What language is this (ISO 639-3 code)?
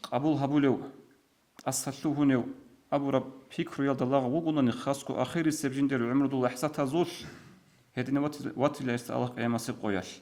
ava